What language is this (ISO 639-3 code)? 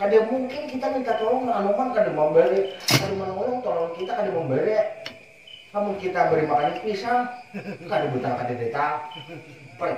bjn